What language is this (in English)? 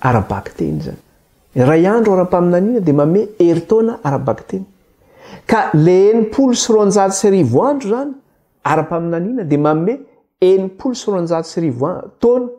Malagasy